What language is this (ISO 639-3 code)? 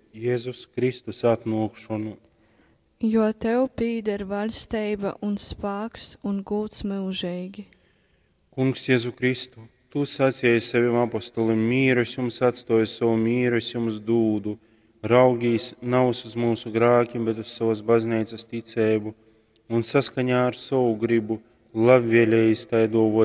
ltg